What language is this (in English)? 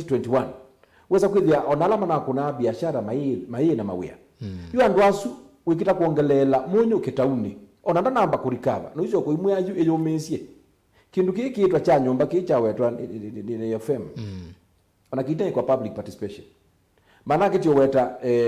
Kamba